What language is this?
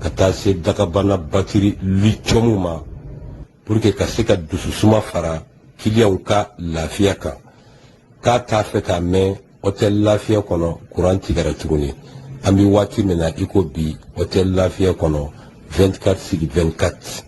Bambara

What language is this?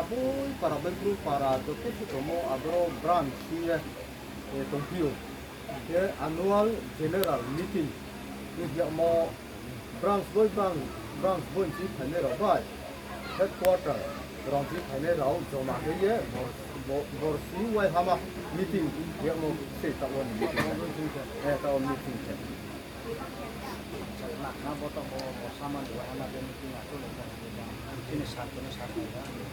Riang (India)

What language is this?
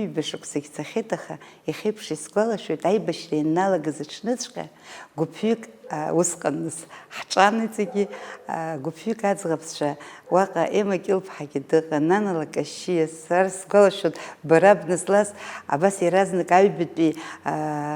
Abkhazian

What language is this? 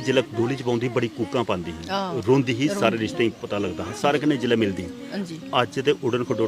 Dogri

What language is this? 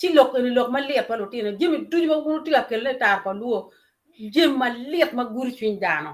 Acoli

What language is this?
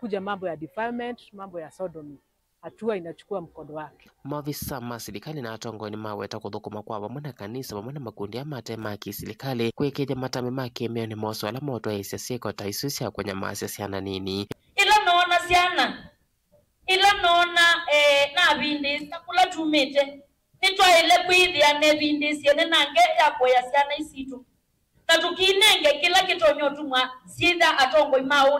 Kamba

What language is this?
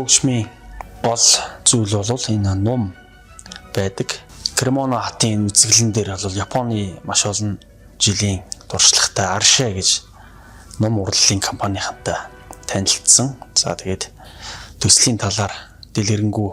Mongolian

